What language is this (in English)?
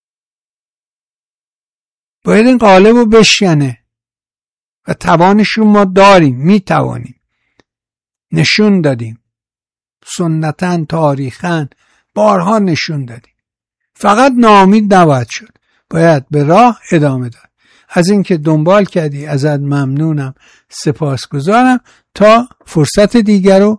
Persian